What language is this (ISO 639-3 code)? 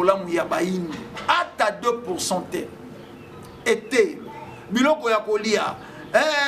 lin